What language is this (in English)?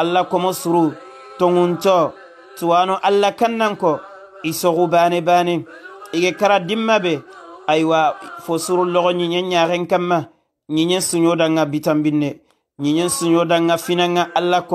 Soninke